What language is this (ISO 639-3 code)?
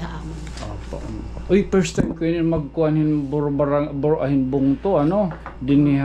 war